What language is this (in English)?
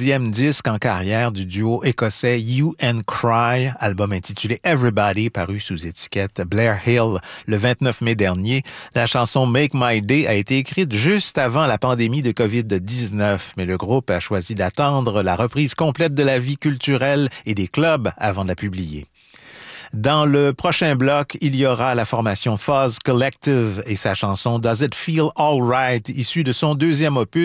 French